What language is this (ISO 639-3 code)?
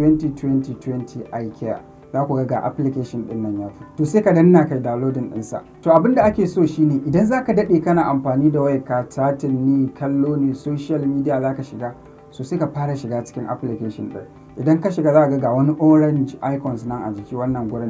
hau